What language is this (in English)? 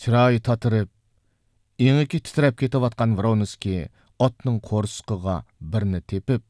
Uyghur